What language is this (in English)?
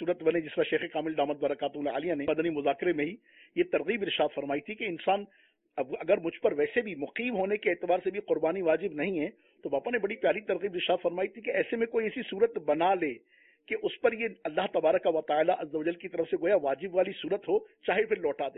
Urdu